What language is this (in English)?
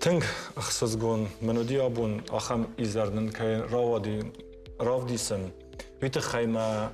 Ossetic